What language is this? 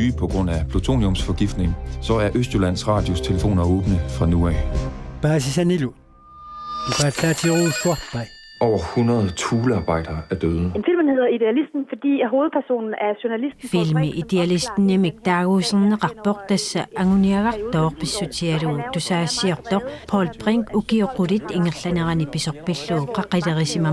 Kalaallisut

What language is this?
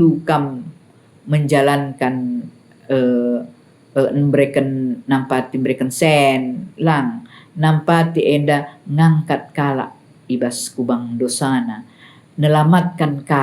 Batak Karo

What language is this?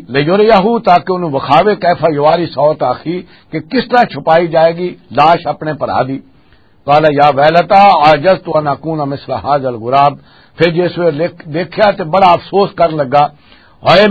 Western Panjabi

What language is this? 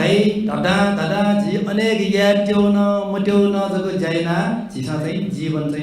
Newari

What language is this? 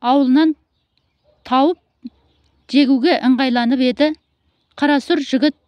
Kazakh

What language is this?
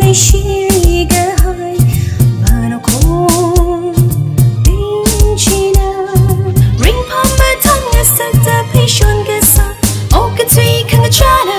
Tangkhul Naga (India)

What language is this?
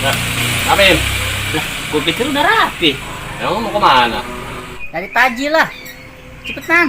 Betawi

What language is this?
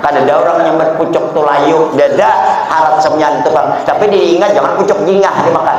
Banjar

